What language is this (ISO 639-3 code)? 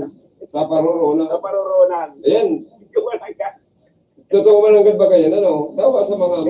bik